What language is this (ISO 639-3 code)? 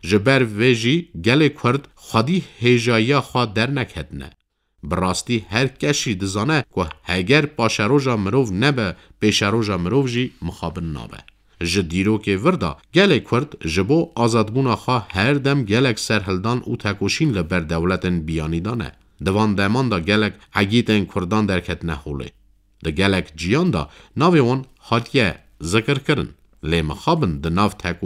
kur